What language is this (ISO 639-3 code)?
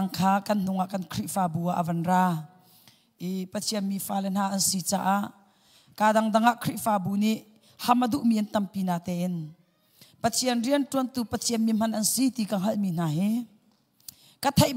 cnh